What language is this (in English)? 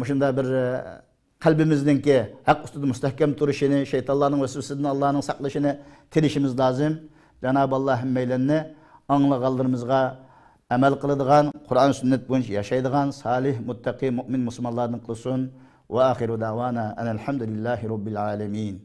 Uyghur